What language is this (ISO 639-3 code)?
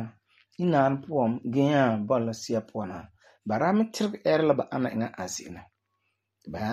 gur